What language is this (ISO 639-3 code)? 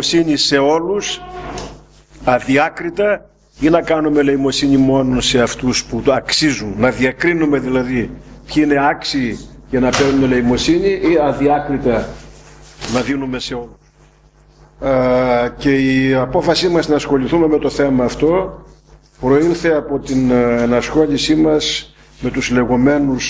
ell